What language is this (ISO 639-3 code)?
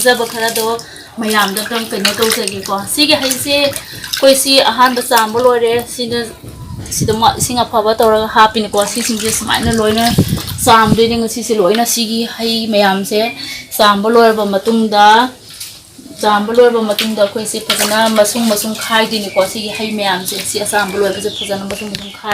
mni